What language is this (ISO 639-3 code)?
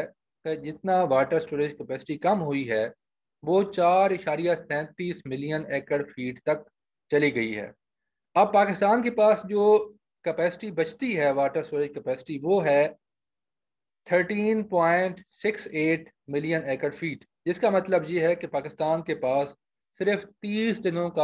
urd